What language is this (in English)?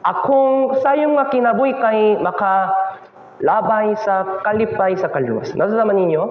Cebuano